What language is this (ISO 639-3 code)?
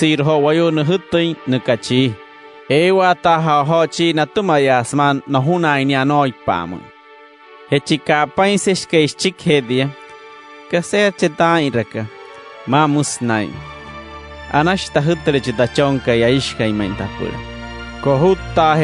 guc